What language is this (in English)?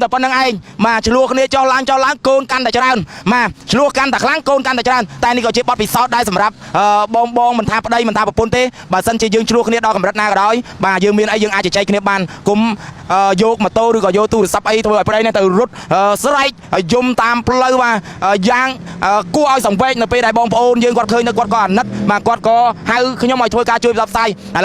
Khmer